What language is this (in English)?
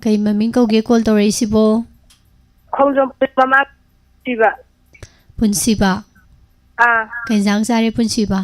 Manipuri